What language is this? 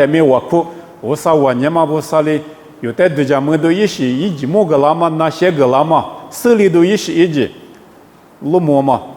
Lisu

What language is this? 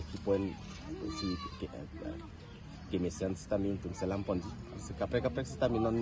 Karbi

